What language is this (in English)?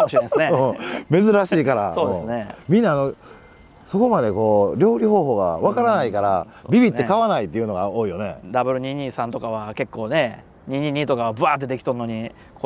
Japanese